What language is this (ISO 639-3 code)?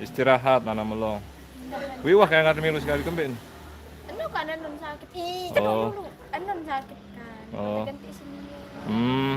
sas